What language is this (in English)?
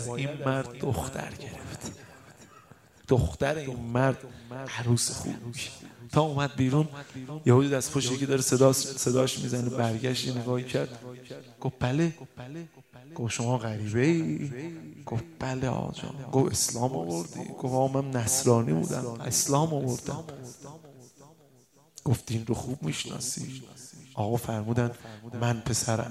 Persian